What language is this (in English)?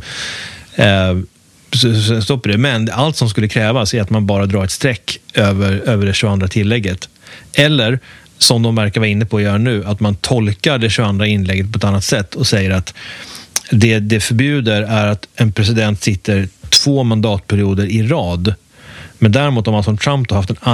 Swedish